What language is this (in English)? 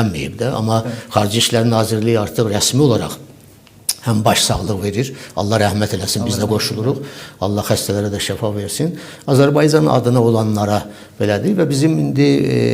Azerbaijani